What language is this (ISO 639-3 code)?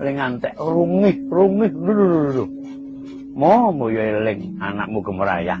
jav